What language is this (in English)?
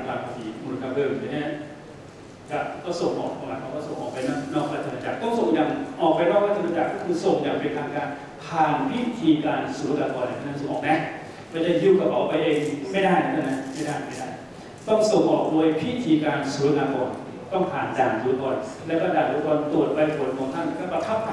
Thai